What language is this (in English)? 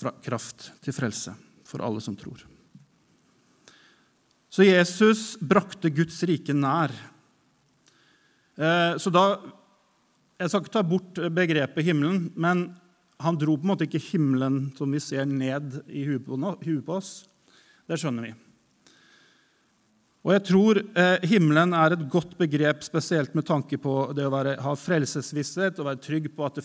Norwegian